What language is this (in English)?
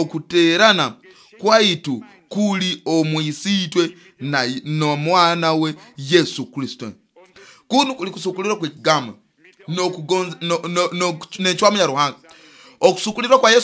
Nyoro